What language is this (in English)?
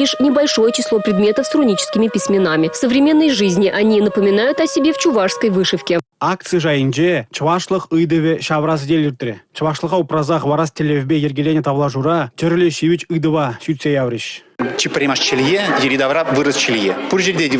Chuvash